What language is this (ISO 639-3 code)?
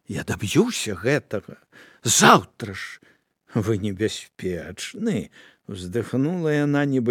bel